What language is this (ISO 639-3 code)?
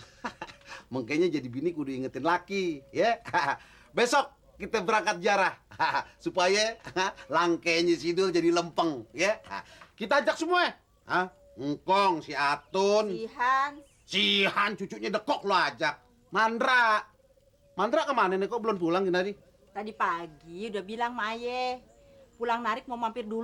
bew